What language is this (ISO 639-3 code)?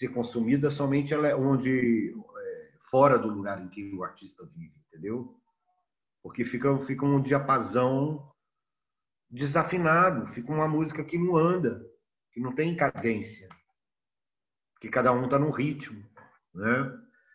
por